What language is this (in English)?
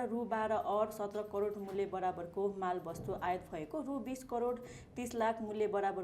Nepali